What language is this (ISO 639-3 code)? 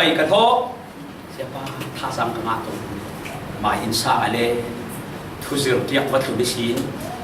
cfm